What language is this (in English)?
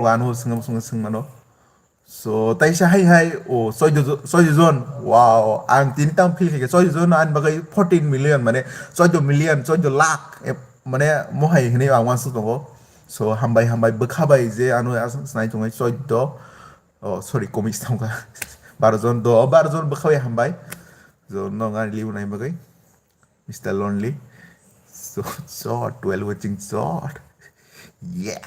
Kok Borok